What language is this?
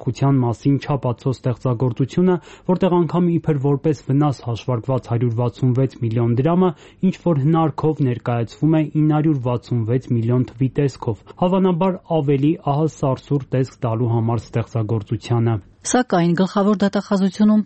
Armenian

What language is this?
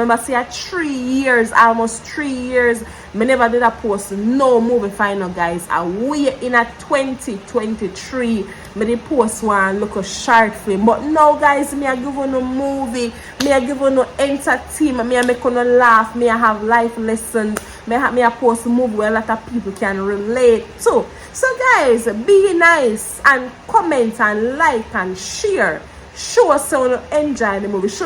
Jamaican Creole English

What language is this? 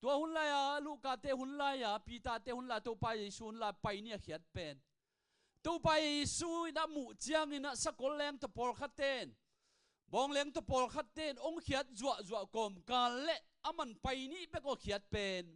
Tedim Chin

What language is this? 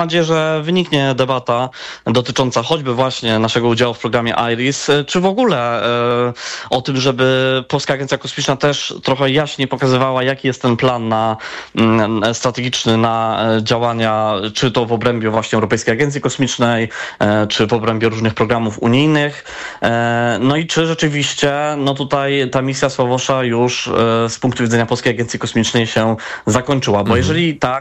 Polish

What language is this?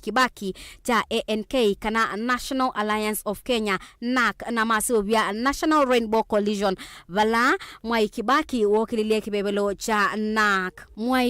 Kamba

